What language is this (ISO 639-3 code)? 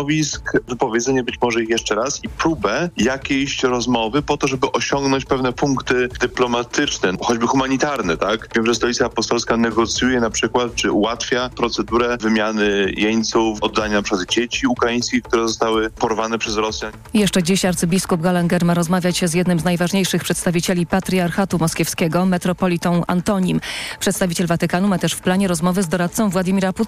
pol